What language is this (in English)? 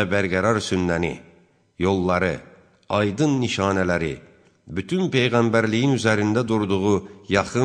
Azerbaijani